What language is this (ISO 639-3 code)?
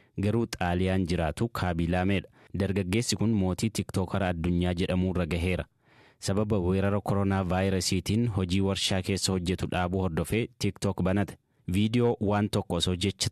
orm